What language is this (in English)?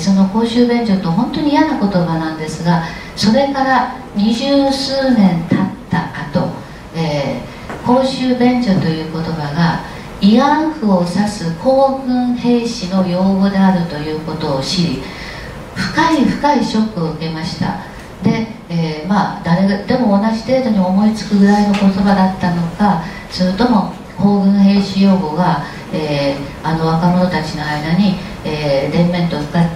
Japanese